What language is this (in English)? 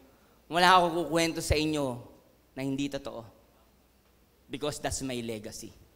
Filipino